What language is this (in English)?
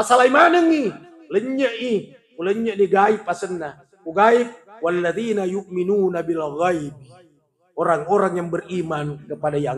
Buginese